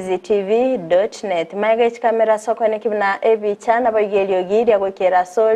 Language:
Gusii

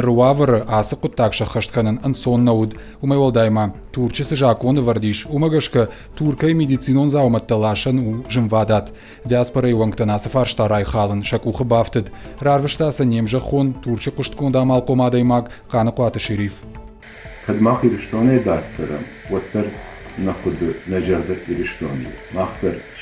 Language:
Ossetic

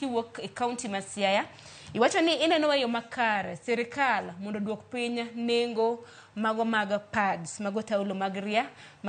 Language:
Luo (Kenya and Tanzania)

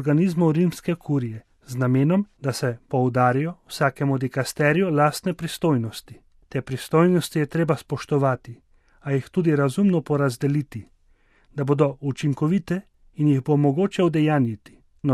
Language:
Slovenian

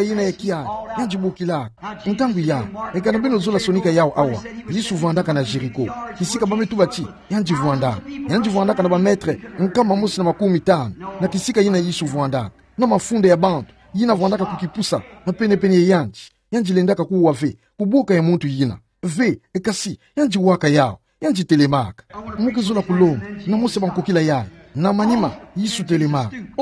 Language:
Kituba (Democratic Republic of Congo)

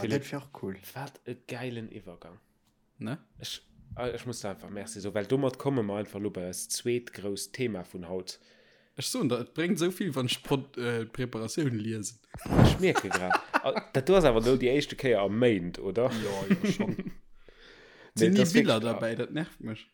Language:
Luxembourgish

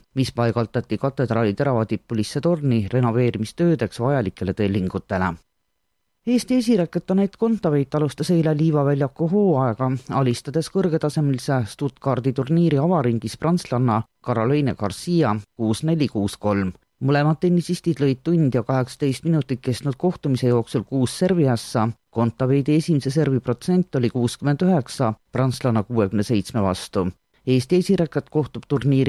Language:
Estonian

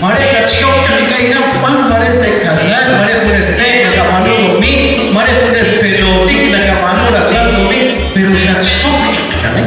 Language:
Kekchí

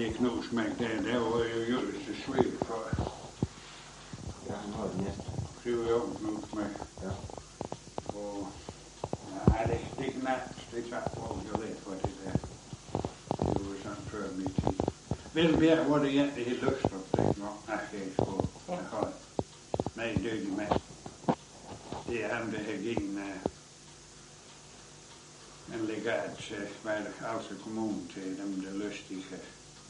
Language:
Danish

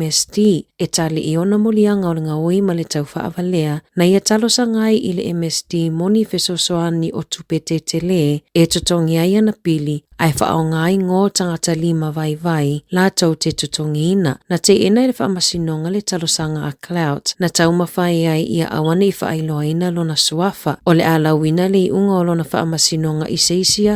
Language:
Samoan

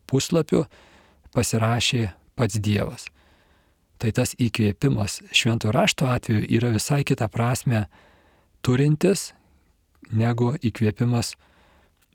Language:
Lithuanian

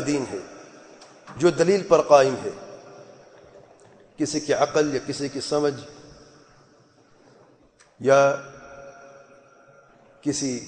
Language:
Urdu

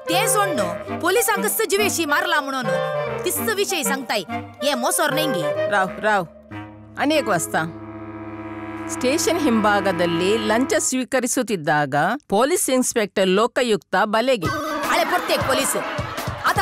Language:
Konkani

